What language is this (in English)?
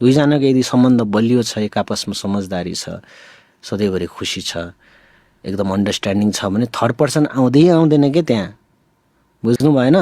Nepali